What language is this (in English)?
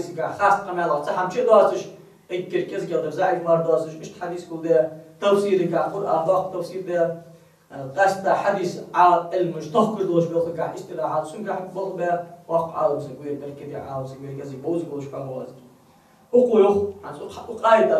Ingush